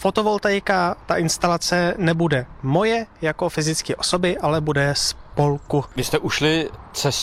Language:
Czech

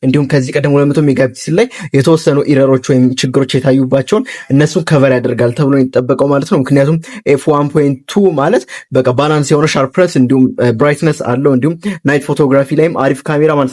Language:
Amharic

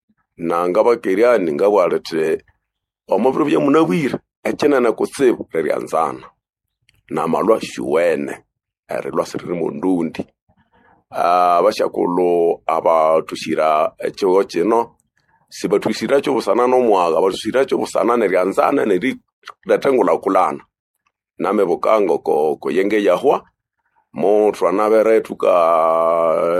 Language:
Nande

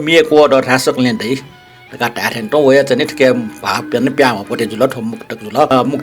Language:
Newari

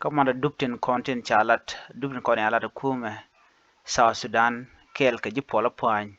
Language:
Nuer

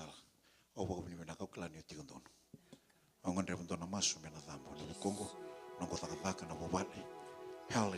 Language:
Fijian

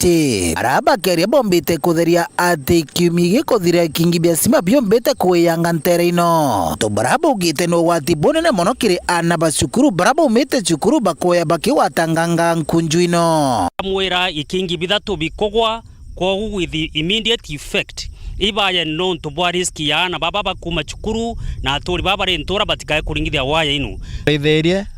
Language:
Meru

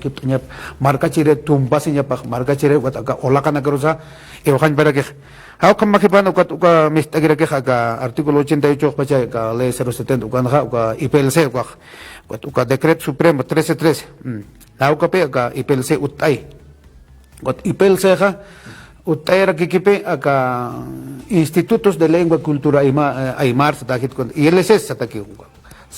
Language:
Aymara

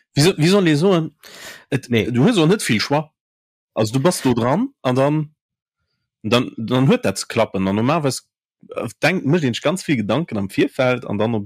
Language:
Luxembourgish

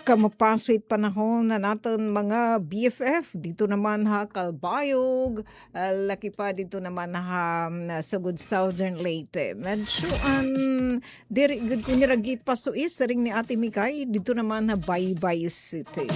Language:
Waray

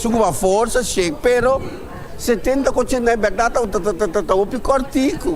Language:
Papiamento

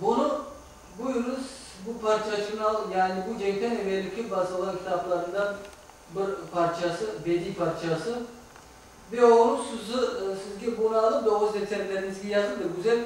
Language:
Crimean Tatar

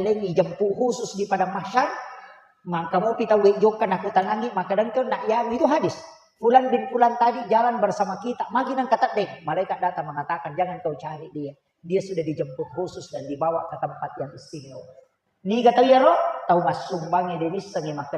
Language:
Buginese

